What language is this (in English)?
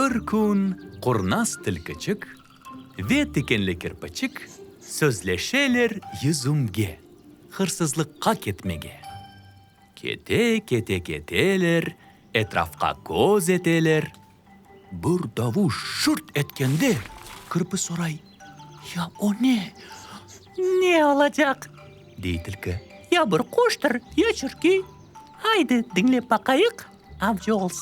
Crimean Tatar